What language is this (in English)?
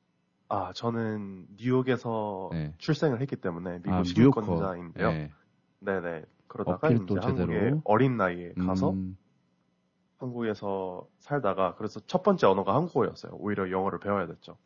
Korean